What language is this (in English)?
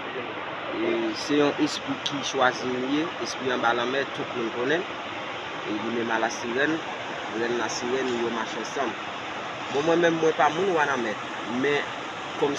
Haitian Creole